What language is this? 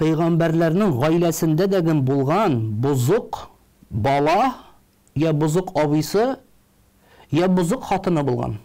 Tatar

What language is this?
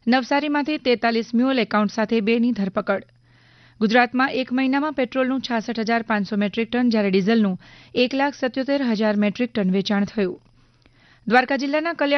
Gujarati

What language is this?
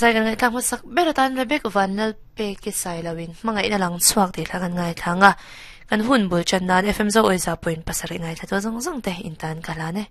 Mizo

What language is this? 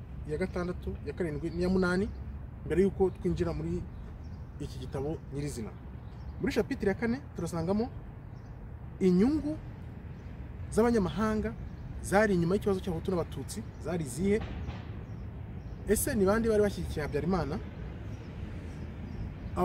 Kinyarwanda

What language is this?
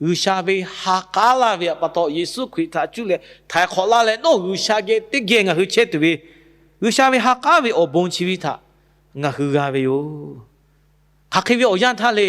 Lahu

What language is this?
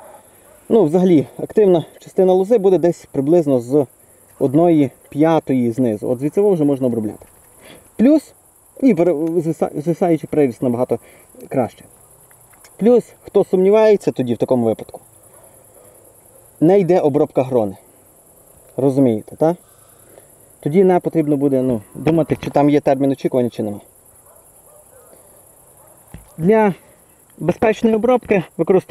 Ukrainian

